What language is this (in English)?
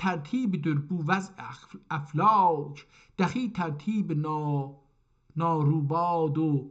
South Azerbaijani